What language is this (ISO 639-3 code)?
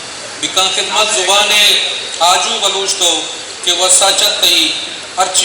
bgp